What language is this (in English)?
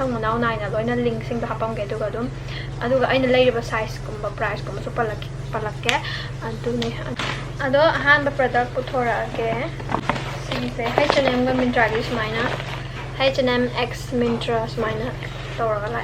Manipuri